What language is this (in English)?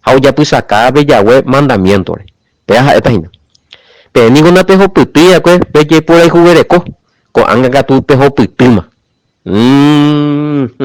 Guarani